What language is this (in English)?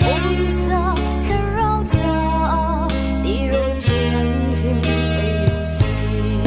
Hakha Chin